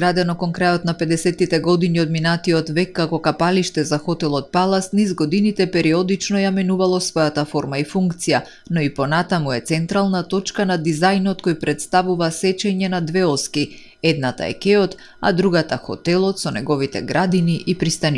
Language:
Macedonian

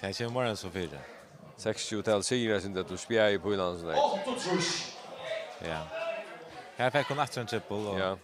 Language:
Faroese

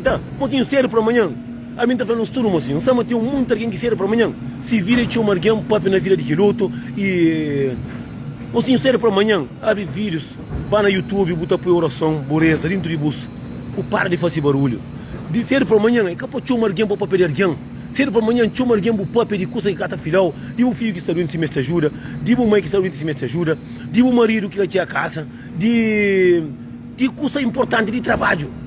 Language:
Kabuverdianu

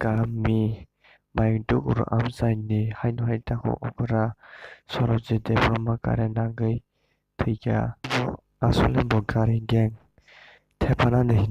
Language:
Kok Borok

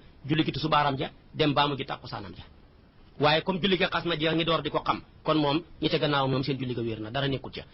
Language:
Wolof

